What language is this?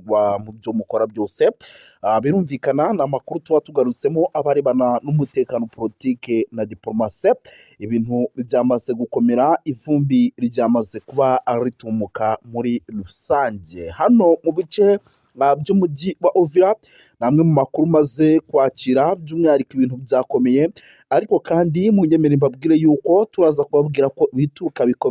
Kinyarwanda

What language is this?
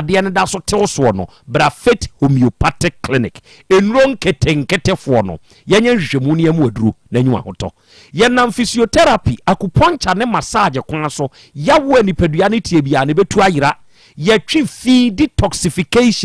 Akan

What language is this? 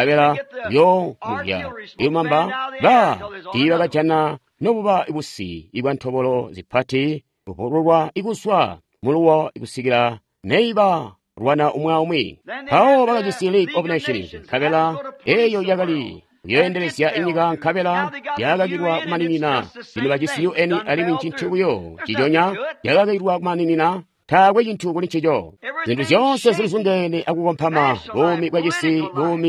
Tonga (Zambia)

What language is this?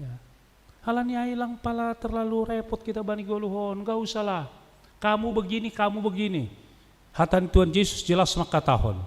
Batak Simalungun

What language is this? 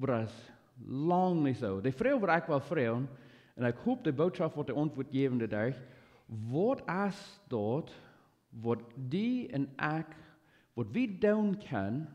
Plautdietsch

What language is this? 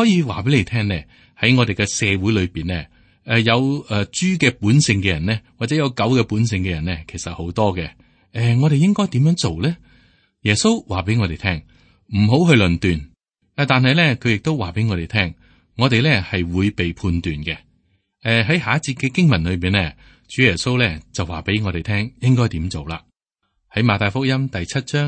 Cantonese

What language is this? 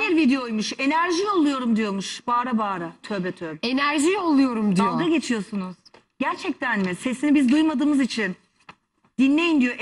Turkish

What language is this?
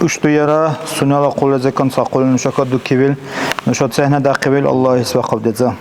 Dargwa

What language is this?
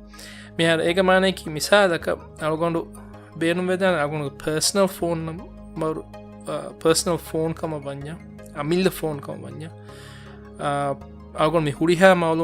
Divehi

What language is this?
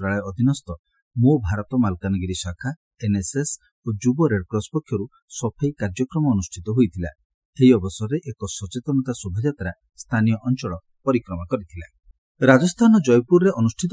Odia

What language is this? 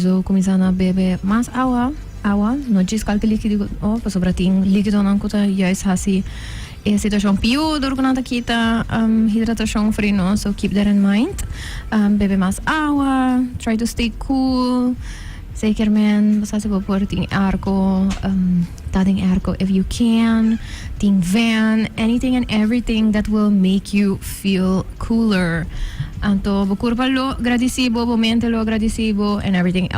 Papiamento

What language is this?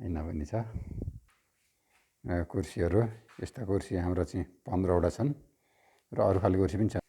Nepali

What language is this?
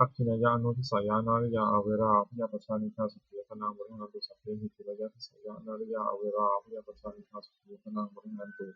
Pali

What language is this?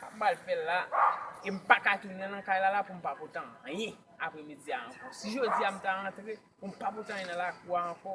Haitian Creole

